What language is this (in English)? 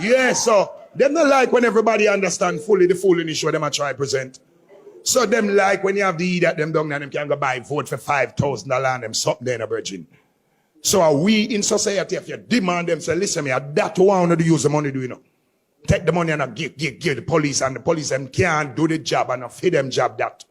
Jamaican Creole English